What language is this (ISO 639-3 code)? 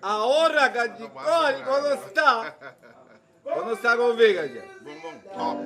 pap